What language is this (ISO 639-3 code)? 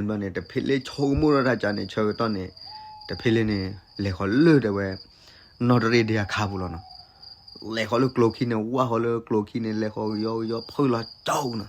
ksw